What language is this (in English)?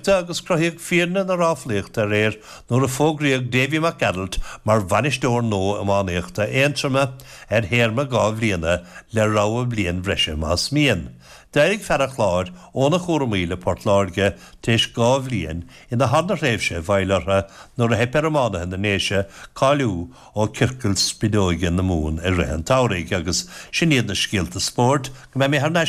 Irish